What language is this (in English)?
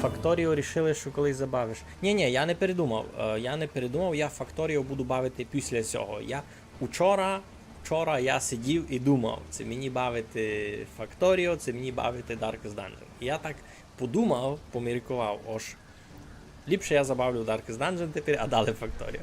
Rusyn